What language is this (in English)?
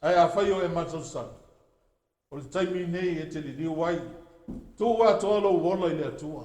Samoan